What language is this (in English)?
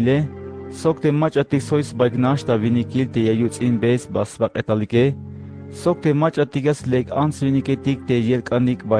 Tzeltal